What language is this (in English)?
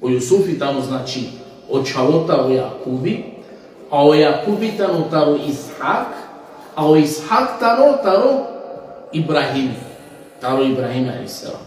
Balkan Romani